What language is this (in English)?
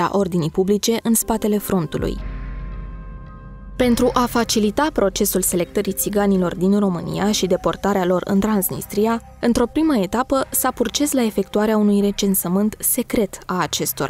Romanian